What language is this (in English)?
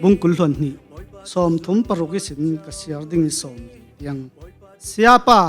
Falam Chin